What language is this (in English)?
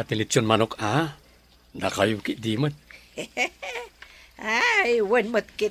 Iloko